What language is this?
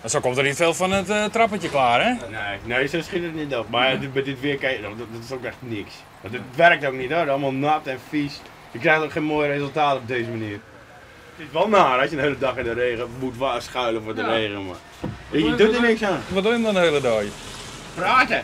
Western Frisian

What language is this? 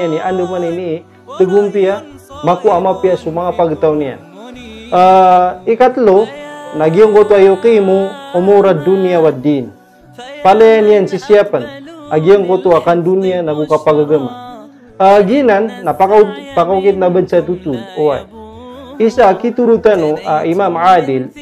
Maranao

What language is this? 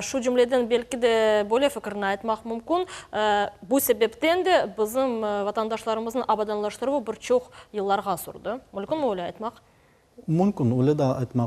Crimean Tatar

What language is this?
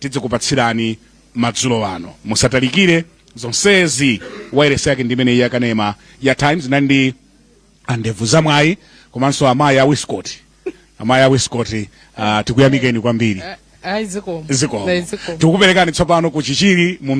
Nyanja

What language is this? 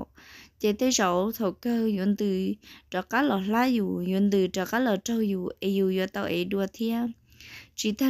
Hmong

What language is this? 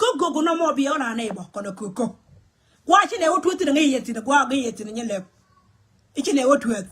Nuer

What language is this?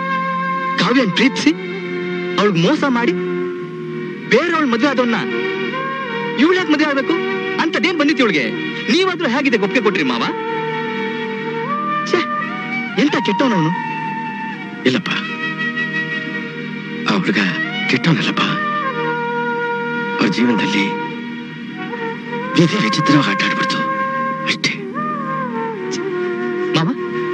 Kannada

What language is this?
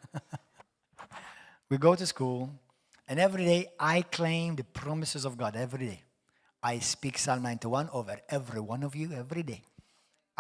English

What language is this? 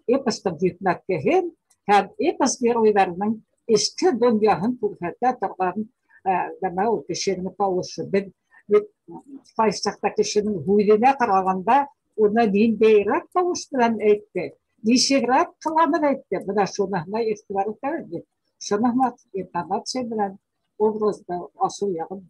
Bashkir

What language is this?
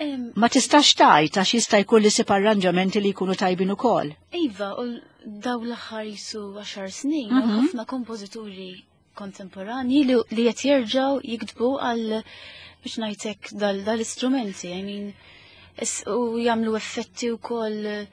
Maltese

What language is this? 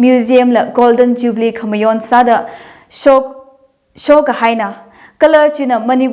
Tangkhul Naga (India)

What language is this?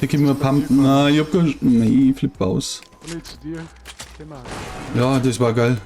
Bavarian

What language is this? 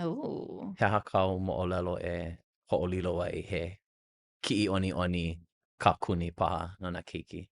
Hawaiian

